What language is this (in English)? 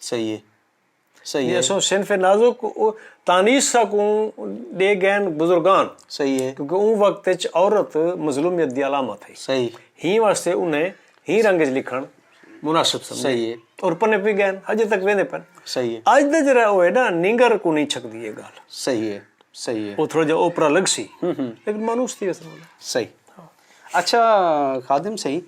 Saraiki